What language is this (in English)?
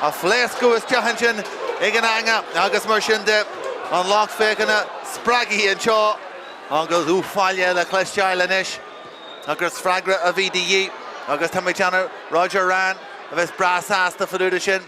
Irish